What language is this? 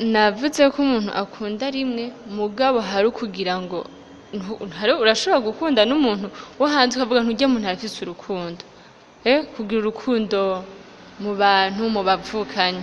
Rundi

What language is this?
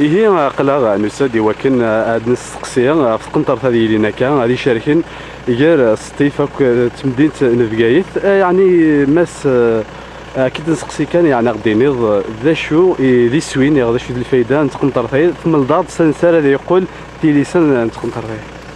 Kabyle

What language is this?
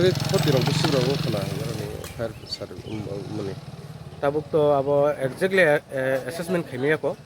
Kok Borok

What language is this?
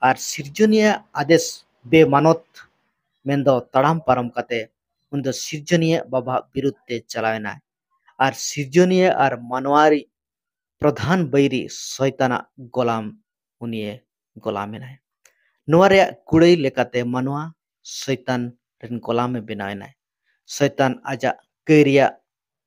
Santali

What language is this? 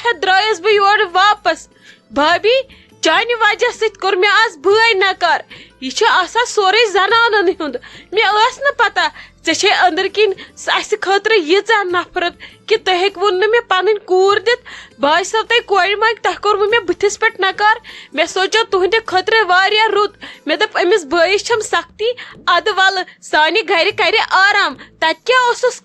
Kashmiri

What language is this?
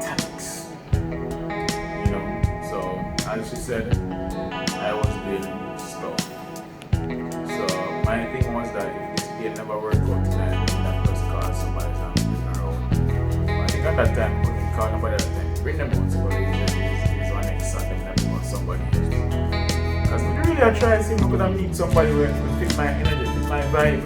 Jamaican Creole English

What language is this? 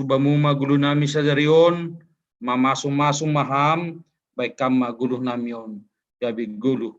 Batak Simalungun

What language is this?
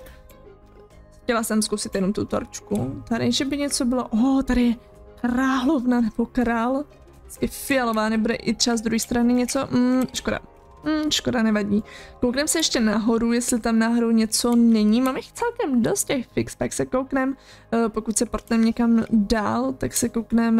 Czech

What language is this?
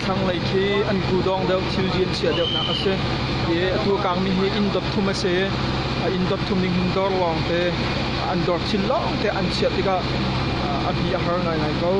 Hakha Chin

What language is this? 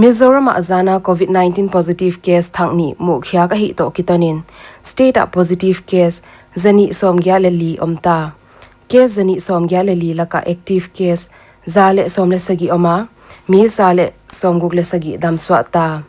Paite Chin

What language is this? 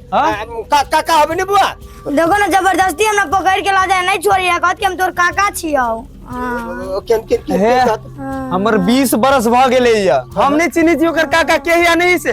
Maithili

